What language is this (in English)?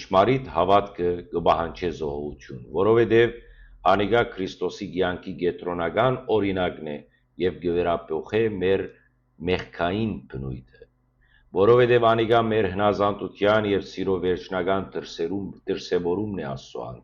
Western Armenian